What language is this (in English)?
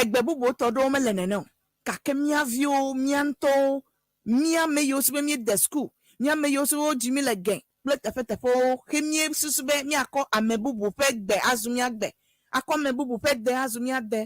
Ewe